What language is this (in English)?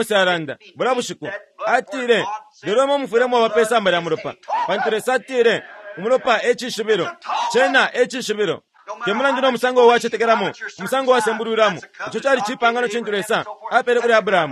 Bemba